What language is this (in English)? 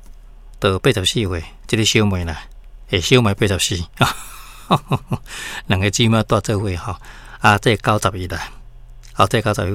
Min Nan Chinese